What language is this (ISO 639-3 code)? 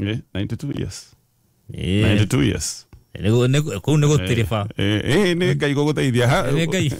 kik